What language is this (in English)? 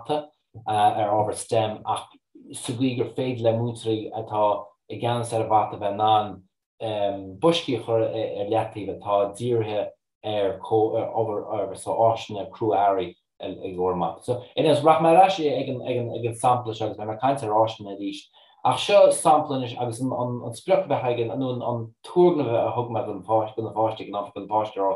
Irish